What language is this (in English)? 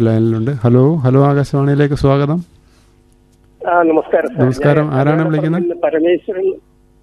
Malayalam